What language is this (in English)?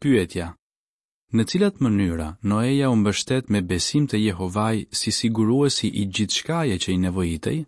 Albanian